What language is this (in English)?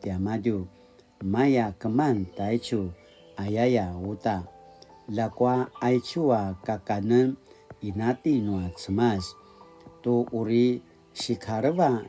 Paiwan